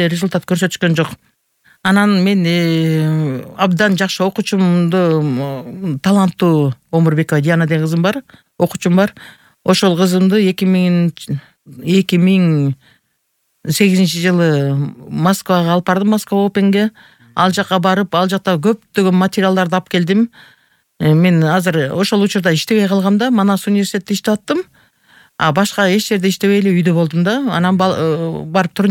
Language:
Kyrgyz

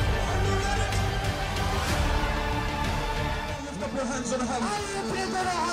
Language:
Norwegian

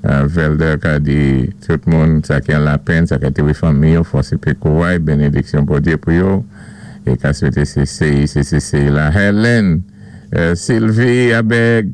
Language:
Saint Lucian Creole French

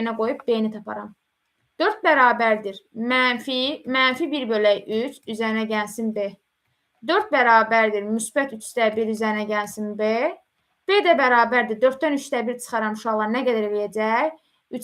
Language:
Azerbaijani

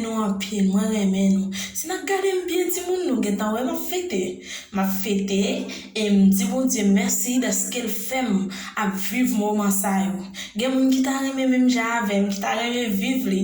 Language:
Haitian Creole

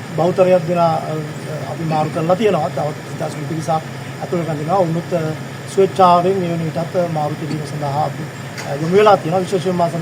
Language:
Sinhala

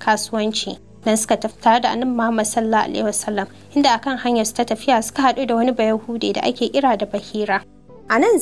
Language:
Hausa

